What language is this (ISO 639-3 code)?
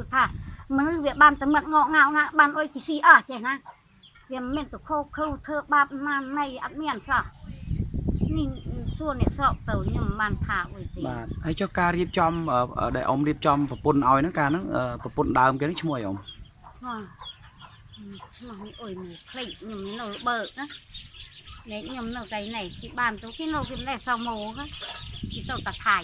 khm